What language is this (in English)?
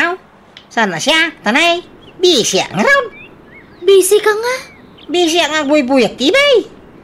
Iloko